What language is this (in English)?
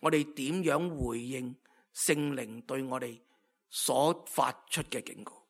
Cantonese